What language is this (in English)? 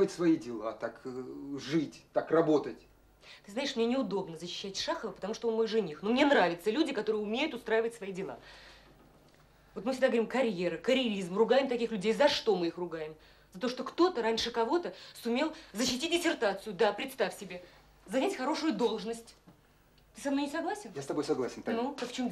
Russian